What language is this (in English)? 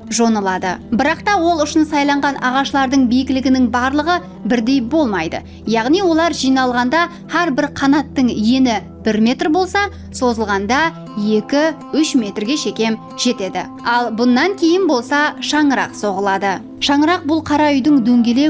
Kara-Kalpak